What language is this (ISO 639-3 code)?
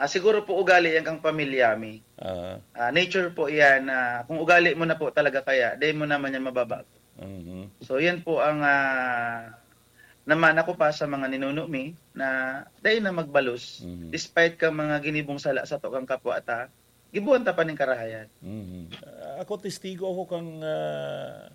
bik